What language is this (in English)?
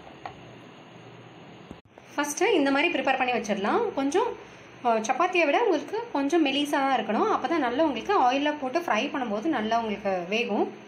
Tamil